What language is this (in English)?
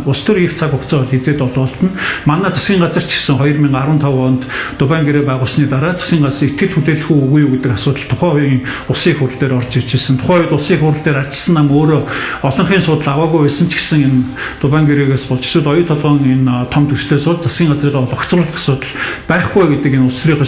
Mongolian